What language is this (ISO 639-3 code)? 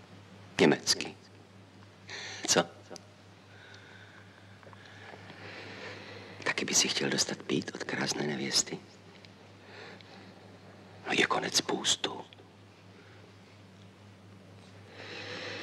ces